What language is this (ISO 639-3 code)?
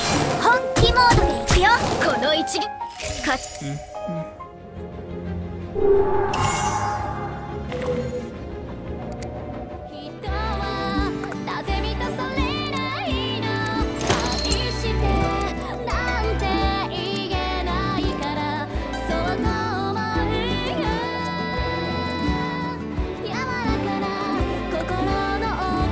jpn